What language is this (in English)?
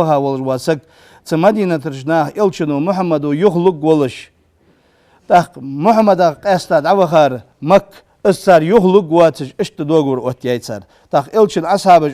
Ingush